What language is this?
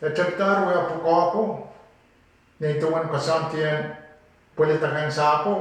Pohnpeian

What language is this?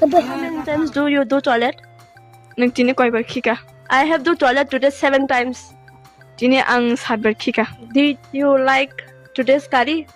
Kok Borok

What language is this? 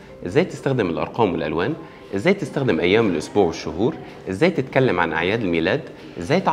Egyptian Arabic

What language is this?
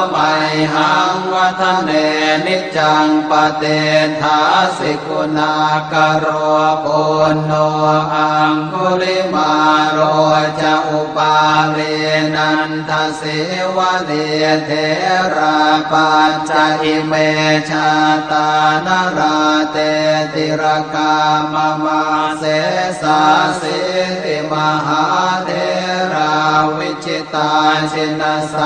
Pali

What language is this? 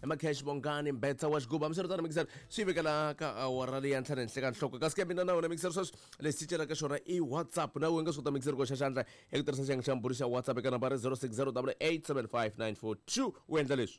Tsonga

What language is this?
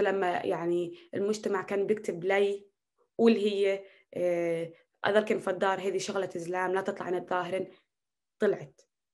North Levantine Arabic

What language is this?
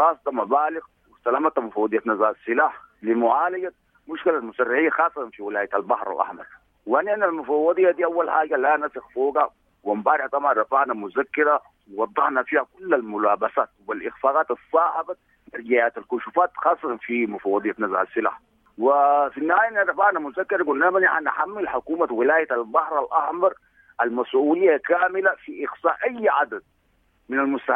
Sudanese Arabic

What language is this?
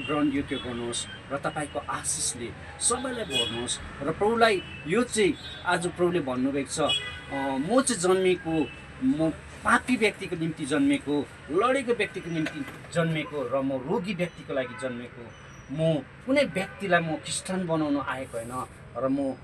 Nepali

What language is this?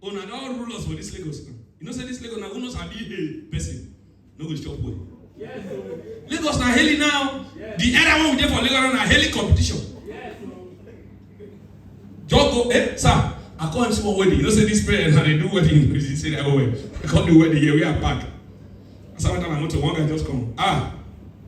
Nigerian Pidgin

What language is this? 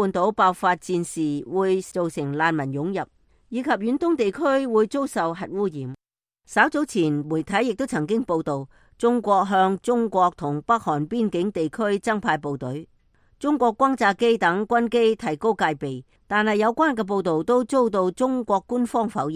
Cantonese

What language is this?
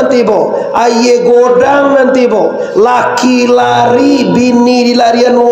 Minangkabau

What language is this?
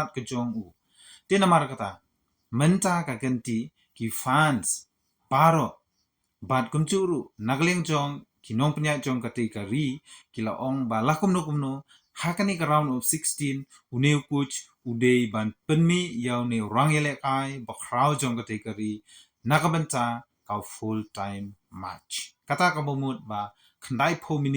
Khasi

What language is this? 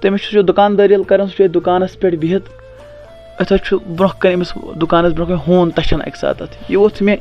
Kashmiri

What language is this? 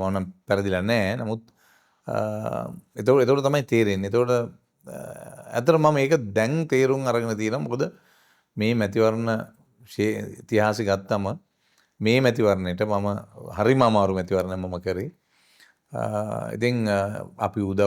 Sinhala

